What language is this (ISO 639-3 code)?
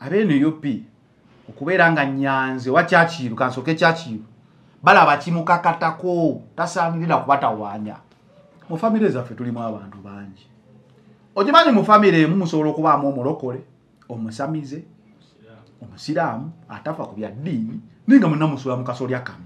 lug